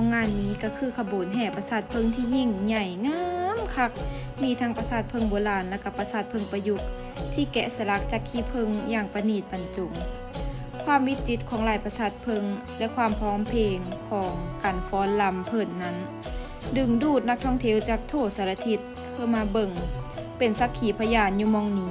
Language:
Lao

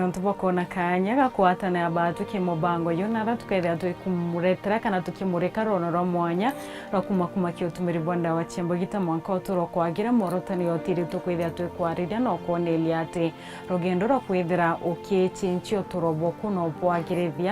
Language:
Meru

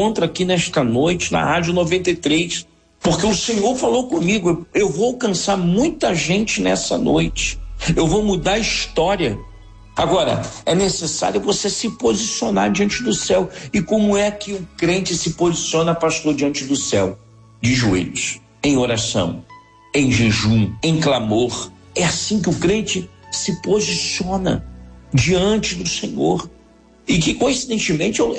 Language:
Portuguese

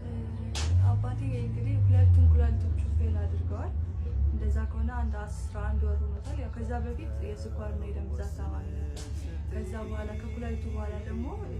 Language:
Amharic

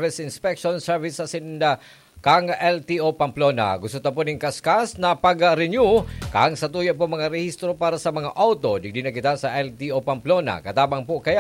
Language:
Bikol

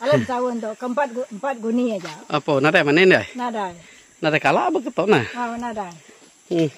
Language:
Iban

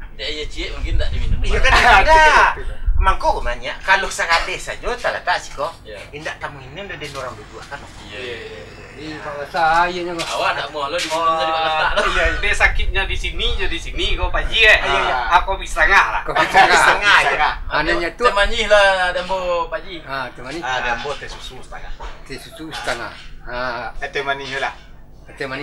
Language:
Minangkabau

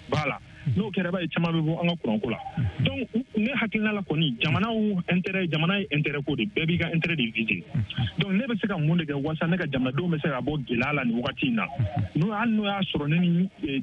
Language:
Bambara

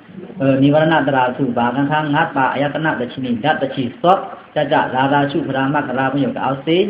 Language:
Pa'o Karen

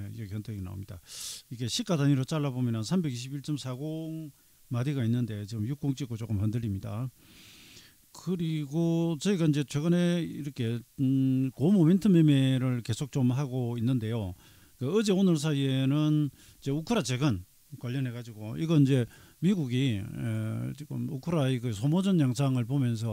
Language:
Korean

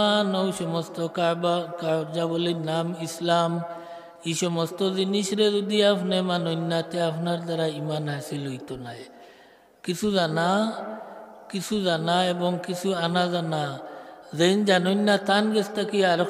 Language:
Sylheti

